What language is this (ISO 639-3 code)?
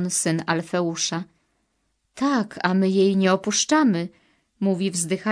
pol